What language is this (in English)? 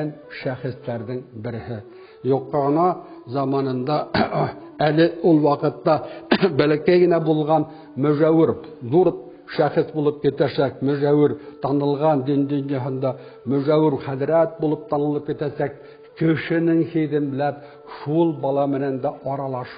Bashkir